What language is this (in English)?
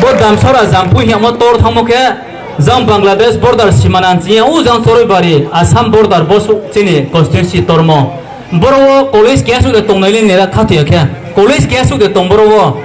Riang (India)